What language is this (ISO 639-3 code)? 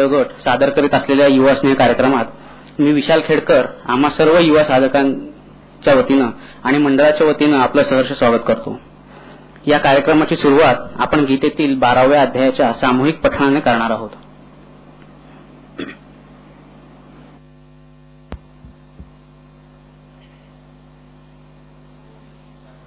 mar